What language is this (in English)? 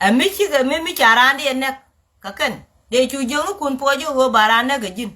Nuer